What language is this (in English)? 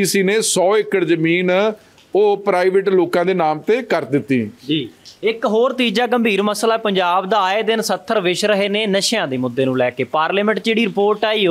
Punjabi